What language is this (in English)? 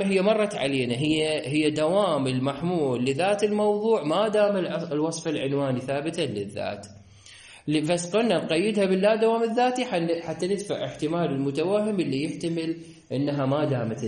Mesopotamian Arabic